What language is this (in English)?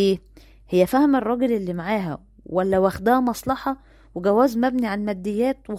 Egyptian Arabic